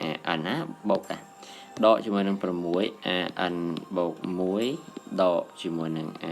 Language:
Khmer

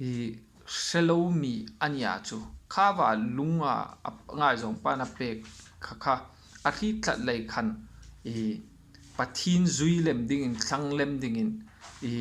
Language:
Hmar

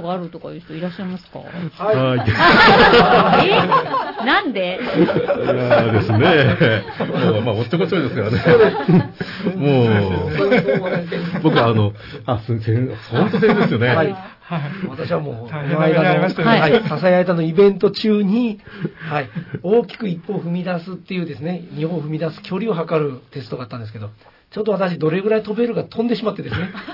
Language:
Japanese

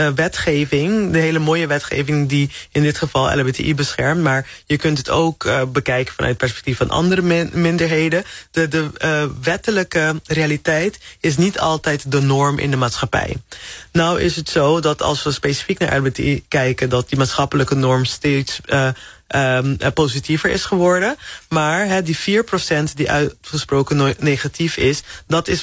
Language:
Dutch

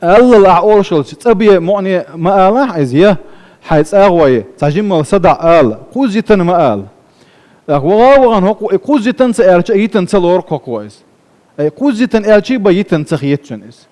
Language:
Chechen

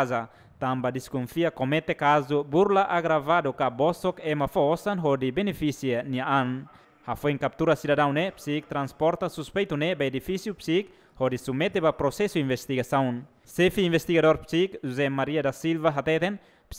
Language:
Tetum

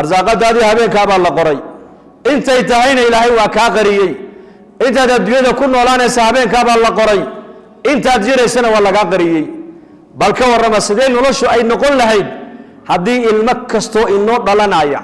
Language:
Somali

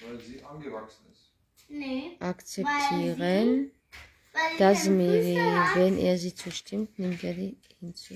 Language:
Georgian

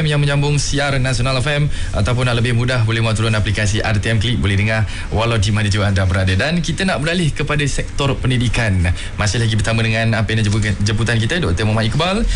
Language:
Malay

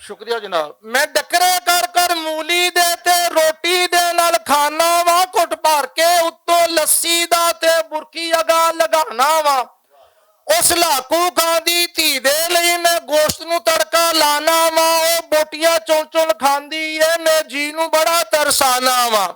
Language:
Western Panjabi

